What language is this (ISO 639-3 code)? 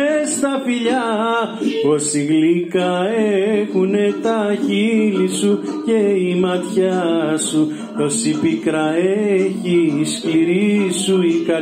ell